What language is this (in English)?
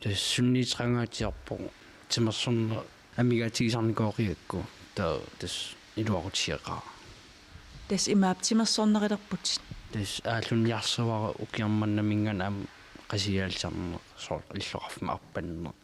Kalaallisut